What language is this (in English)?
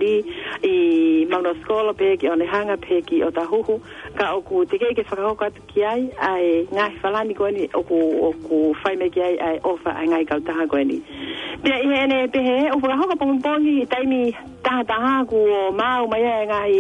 Tongan